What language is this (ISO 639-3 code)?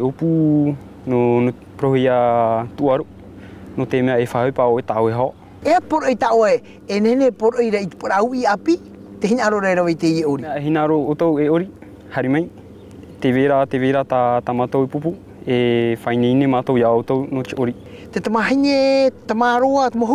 tah